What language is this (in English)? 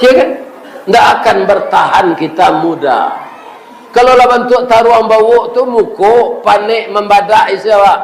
Minangkabau